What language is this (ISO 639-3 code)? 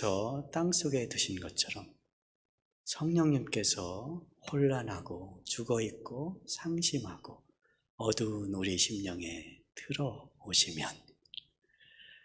kor